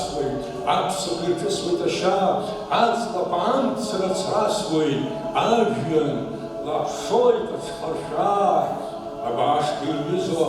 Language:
Abkhazian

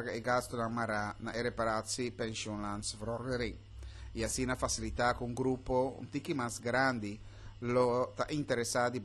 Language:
Papiamento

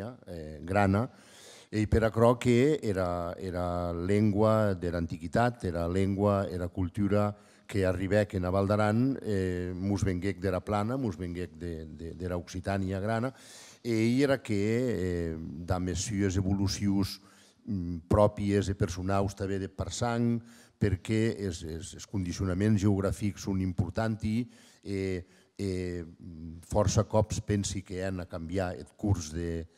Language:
Occitan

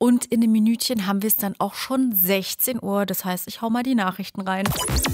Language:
German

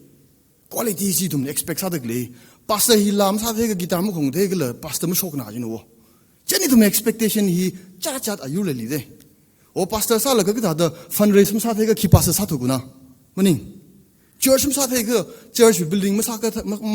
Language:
Tangkhul Naga (India)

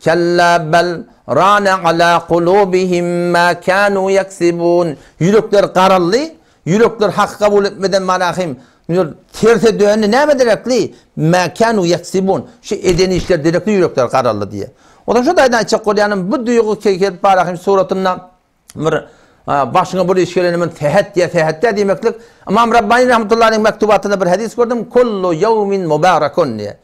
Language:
Turkmen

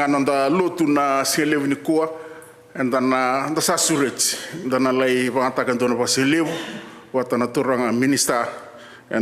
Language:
Fijian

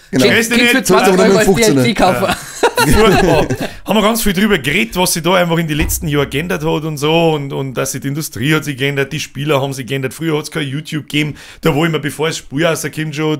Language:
Bavarian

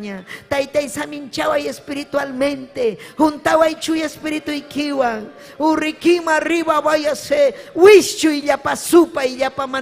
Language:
Ayacucho Quechua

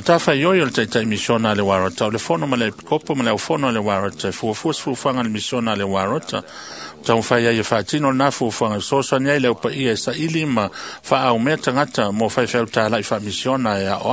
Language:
Samoan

